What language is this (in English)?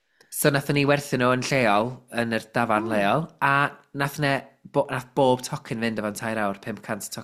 Welsh